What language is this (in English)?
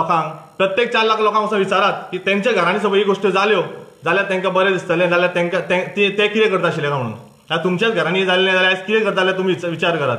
Konkani